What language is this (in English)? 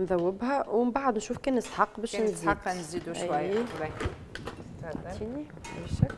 Tunisian Arabic